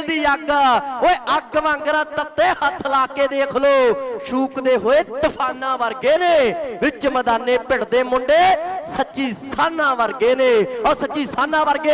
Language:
Punjabi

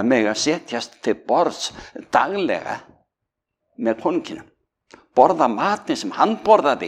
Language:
Icelandic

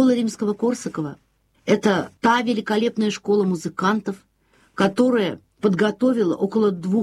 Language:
Russian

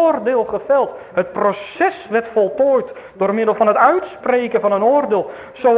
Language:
Dutch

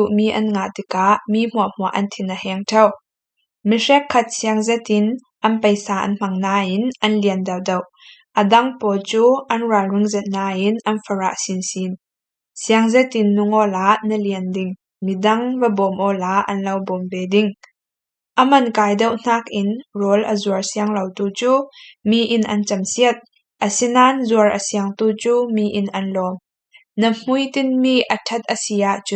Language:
Falam Chin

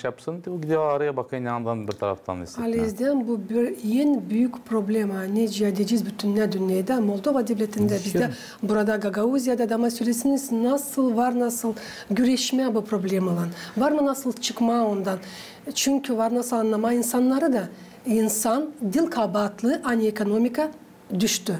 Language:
Gagauz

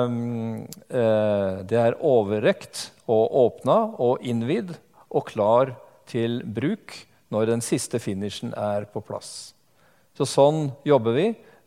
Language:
Norwegian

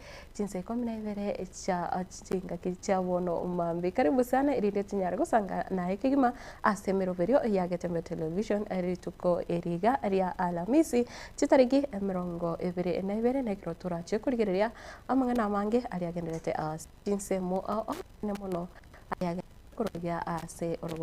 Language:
Gusii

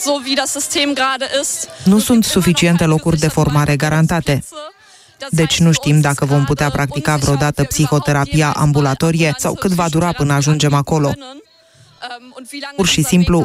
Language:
Romanian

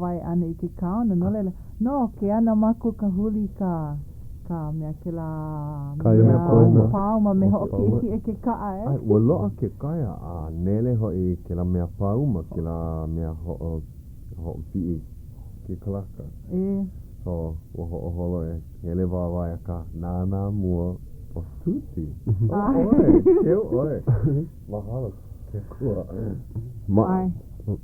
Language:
Hawaiian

